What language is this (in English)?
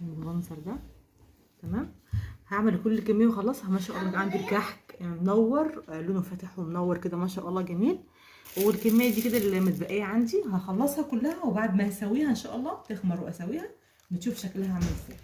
Egyptian Arabic